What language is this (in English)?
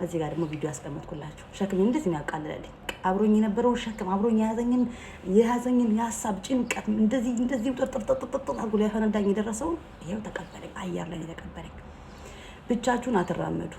Amharic